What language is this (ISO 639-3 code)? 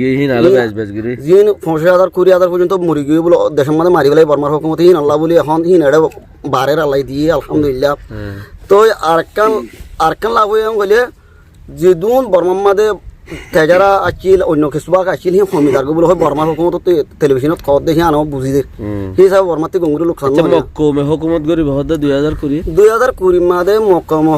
rhg